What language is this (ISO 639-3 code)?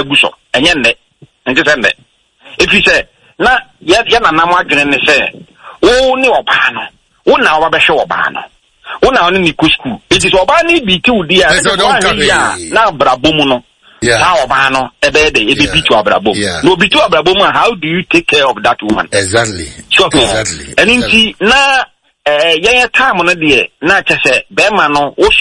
aka